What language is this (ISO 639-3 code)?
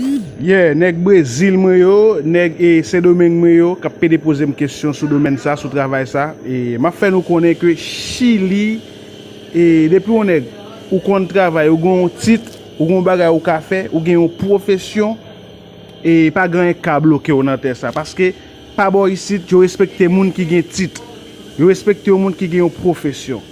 hat